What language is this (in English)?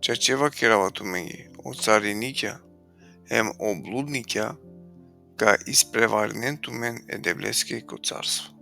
Balkan Romani